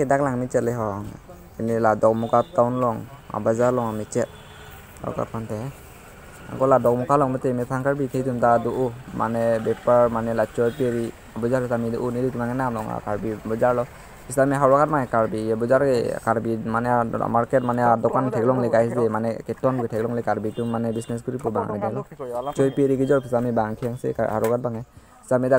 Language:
Karbi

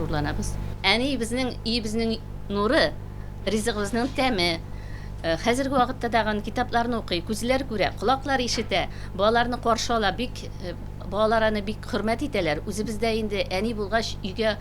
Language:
Tatar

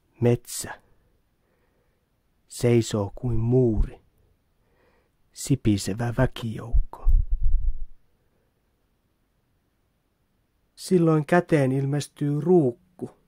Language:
Finnish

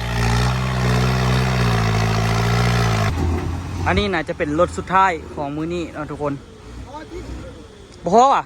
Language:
Lao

